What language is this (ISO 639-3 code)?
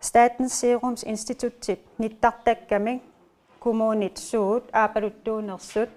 kal